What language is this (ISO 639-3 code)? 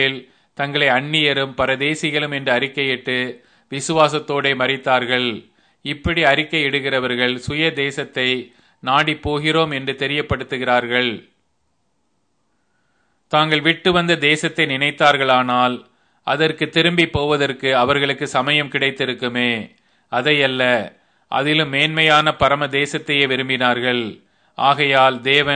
tam